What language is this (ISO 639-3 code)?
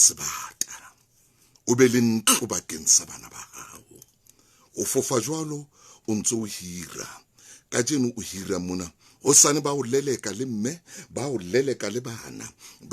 sot